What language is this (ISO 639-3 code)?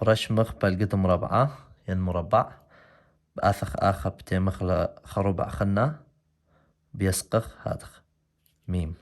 aii